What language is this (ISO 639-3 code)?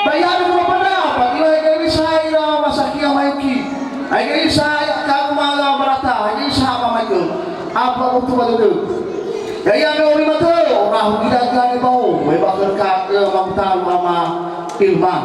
nia